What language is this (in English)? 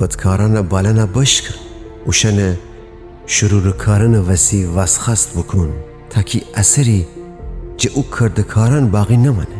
Gilaki